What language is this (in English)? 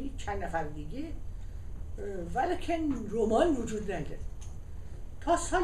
Persian